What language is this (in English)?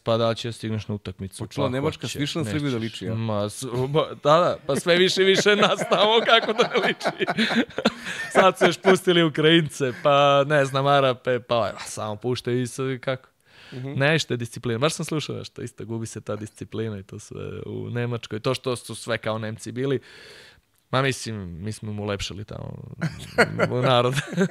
Serbian